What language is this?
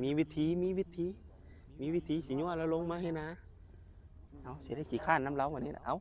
Lao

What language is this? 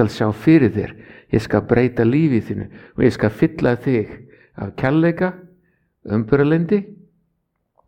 Icelandic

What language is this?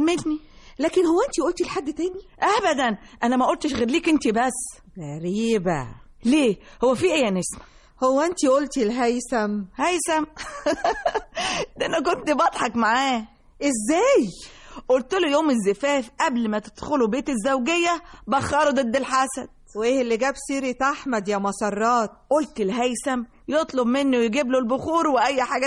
Egyptian Arabic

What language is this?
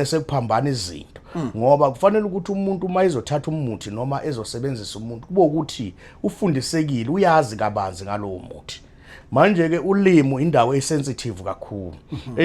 Zulu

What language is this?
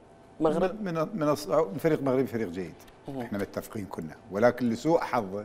Mesopotamian Arabic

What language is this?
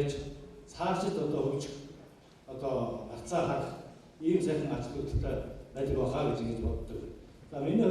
Mongolian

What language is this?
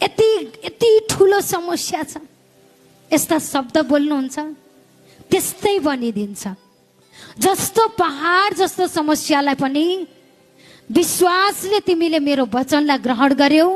Nepali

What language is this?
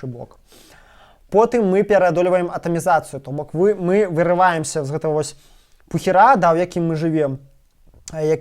Belarusian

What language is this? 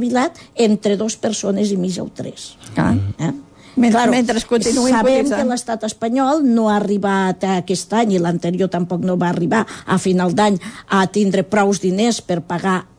Catalan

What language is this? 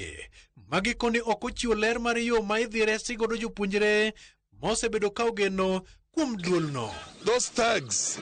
Luo (Kenya and Tanzania)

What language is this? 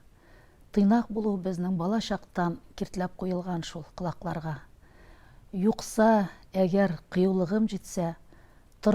Tatar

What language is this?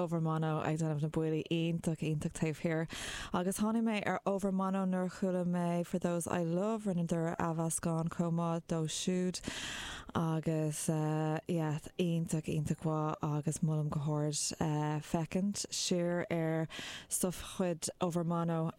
Irish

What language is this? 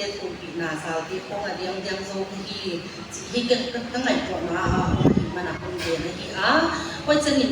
Paite Chin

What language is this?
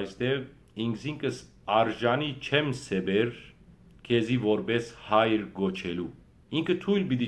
Western Armenian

